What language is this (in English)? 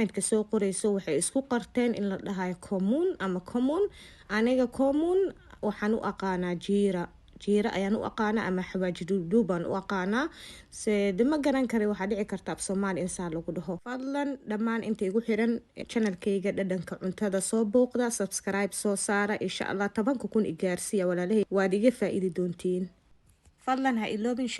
Somali